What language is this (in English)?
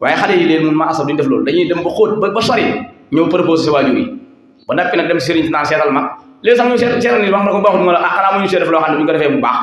Wolof